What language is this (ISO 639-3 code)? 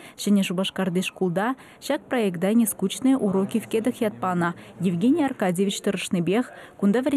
chv